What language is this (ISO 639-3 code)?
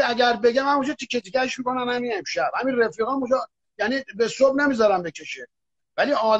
fas